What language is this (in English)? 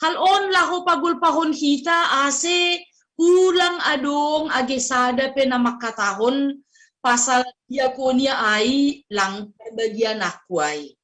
Batak Simalungun